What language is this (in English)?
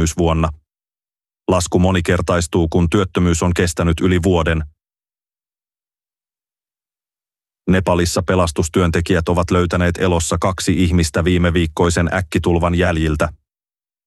Finnish